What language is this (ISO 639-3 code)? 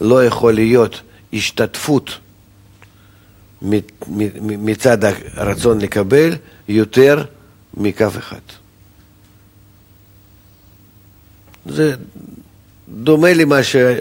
heb